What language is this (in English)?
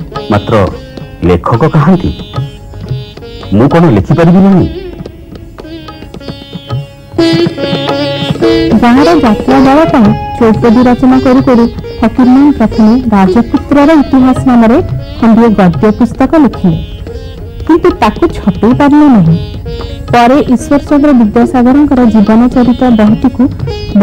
Odia